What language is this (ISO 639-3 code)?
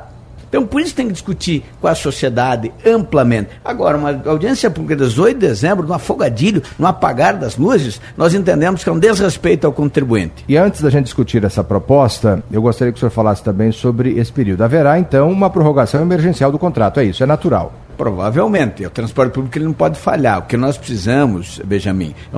por